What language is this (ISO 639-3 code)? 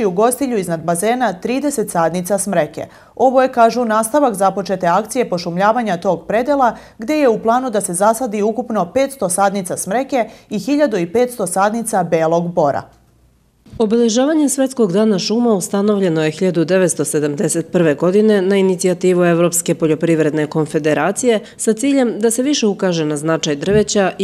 srp